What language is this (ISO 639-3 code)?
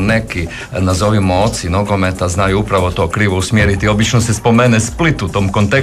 hrv